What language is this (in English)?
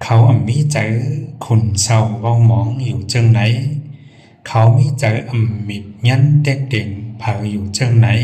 Shan